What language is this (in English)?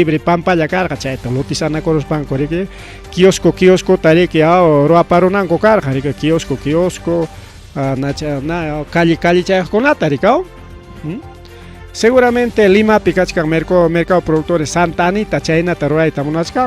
Ayacucho Quechua